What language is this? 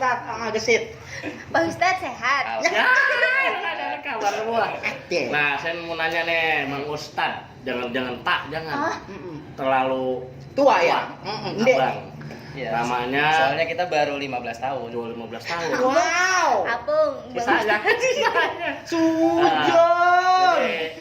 Betawi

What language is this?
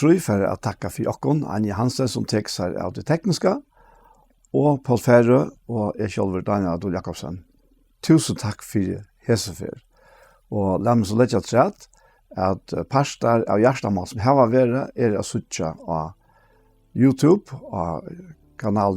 Faroese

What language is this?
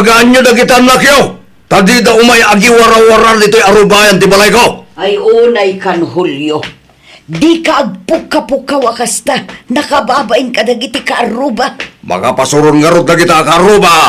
Iloko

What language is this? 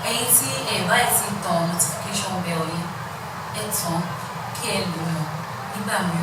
Yoruba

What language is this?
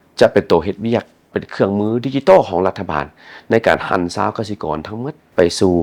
Lao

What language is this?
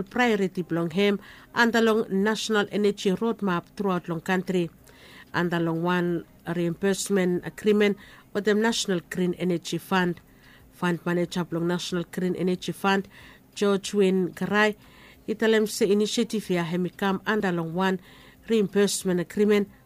Bislama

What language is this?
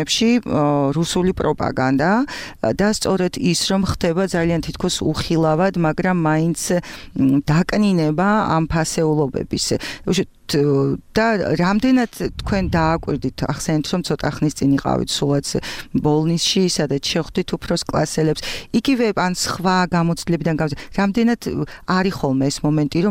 Georgian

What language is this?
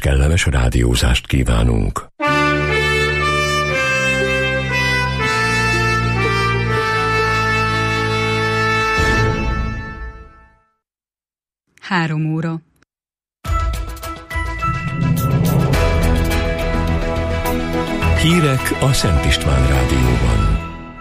Hungarian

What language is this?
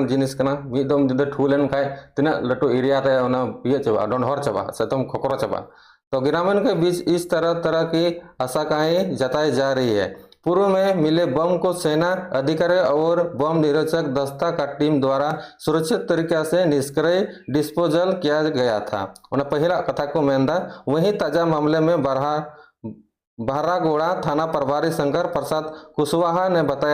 Santali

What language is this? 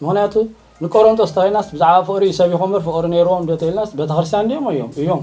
Tigrinya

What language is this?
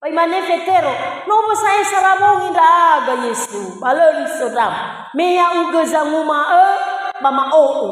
Nias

